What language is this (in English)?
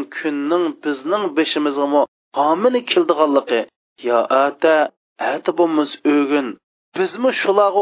Uyghur